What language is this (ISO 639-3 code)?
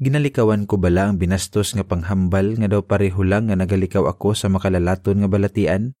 hil